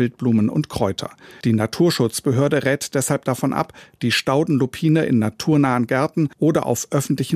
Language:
German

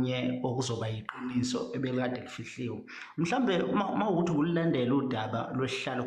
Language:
Zulu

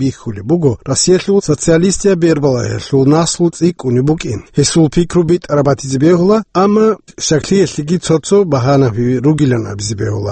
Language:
Avaric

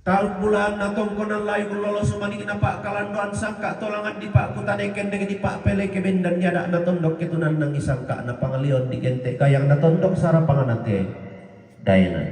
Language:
Toraja-Sa'dan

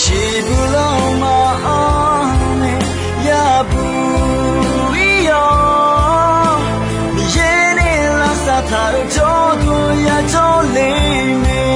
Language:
Akha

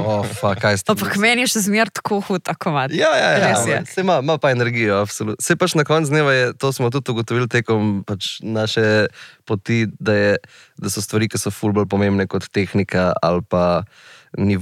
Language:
Slovenian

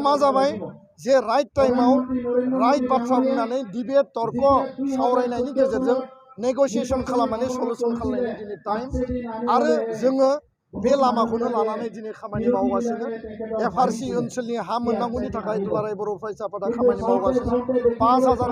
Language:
Bodo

